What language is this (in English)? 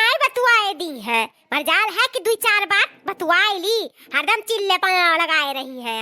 Awadhi